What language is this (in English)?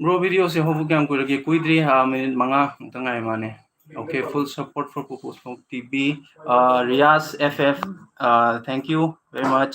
Manipuri